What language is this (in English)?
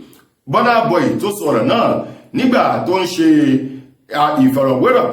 Yoruba